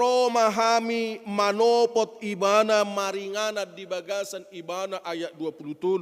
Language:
Batak Toba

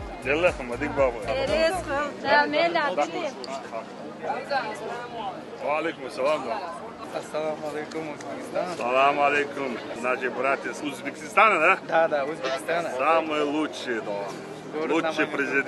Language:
Chechen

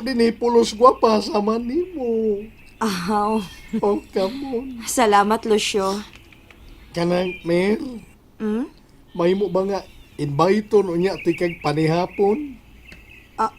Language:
Cebuano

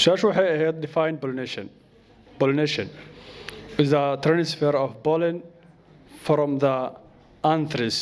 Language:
Somali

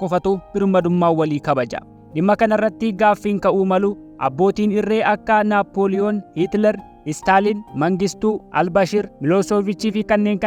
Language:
Oromo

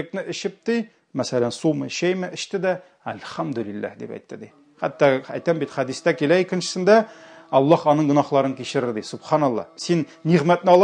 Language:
Tatar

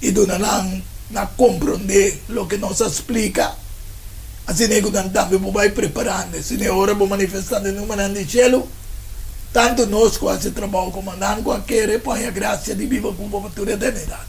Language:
Papiamento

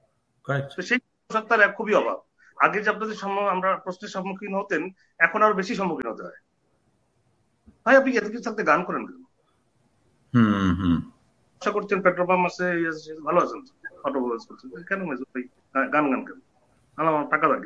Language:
Bangla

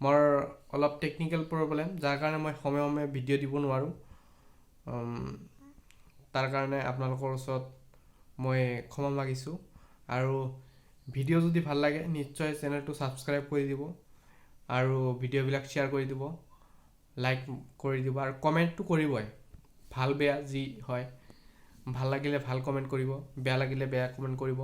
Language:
Assamese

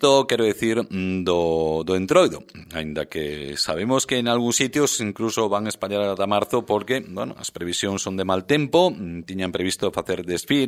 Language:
Galician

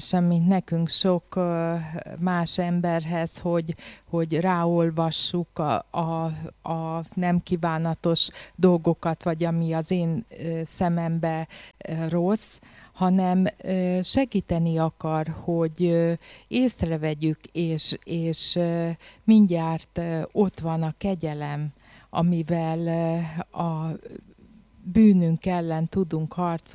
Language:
Hungarian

